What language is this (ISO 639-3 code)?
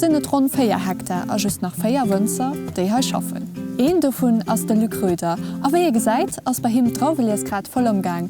ltz